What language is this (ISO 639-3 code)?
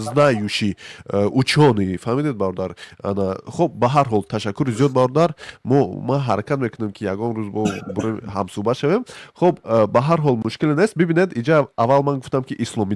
tgk